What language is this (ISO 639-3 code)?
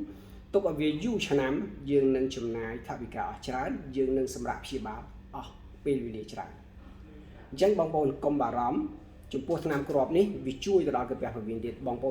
khm